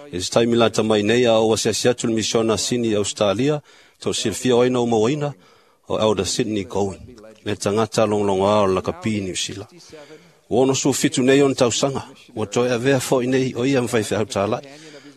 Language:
Samoan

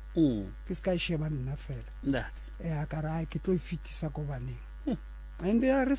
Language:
Southern Sotho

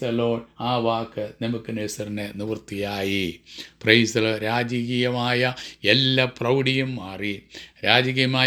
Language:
Malayalam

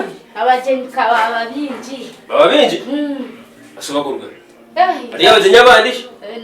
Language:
Nyankole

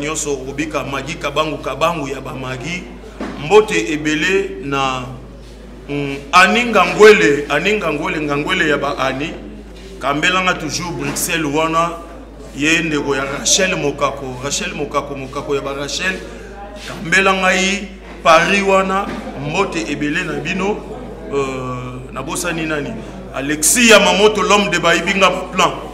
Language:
Lingala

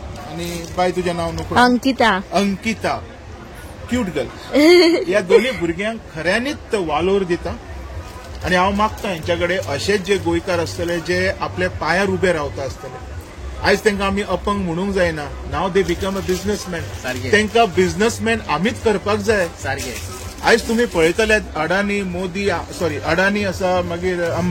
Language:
Konkani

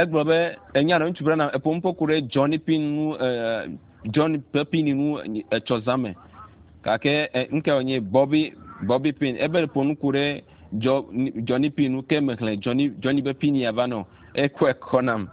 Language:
Ewe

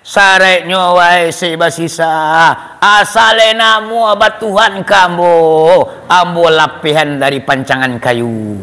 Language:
Minangkabau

